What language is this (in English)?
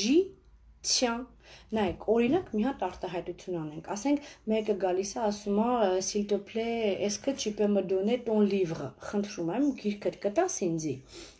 Armenian